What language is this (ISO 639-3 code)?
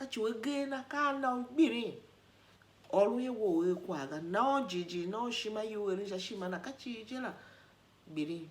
tiv